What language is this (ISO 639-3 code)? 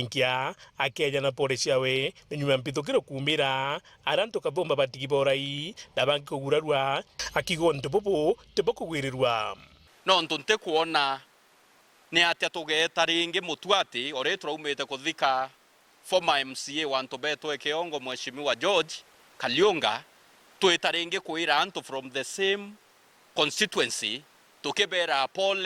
mer